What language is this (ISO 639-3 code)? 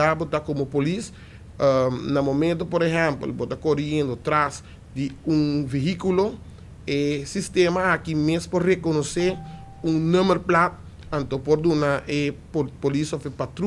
pap